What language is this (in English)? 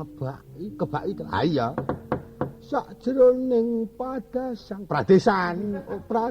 Javanese